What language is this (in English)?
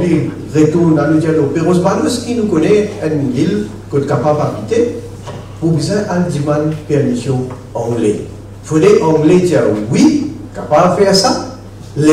Morisyen